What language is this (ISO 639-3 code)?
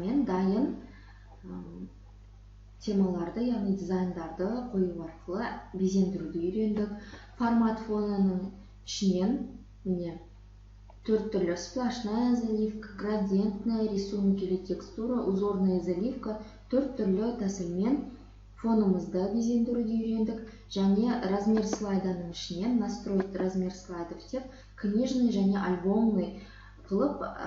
kaz